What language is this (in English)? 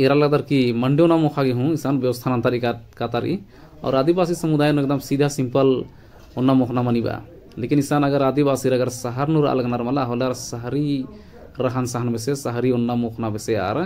Kurukh